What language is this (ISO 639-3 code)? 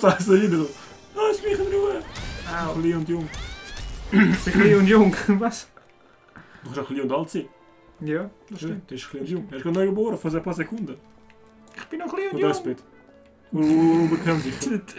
gsw